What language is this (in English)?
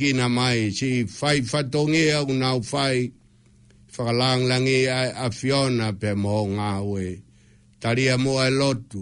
Tongan